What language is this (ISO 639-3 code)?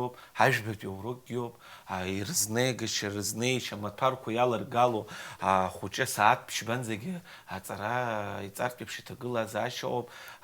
abk